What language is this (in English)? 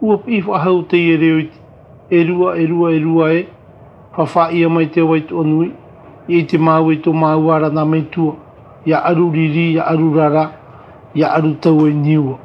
Tahitian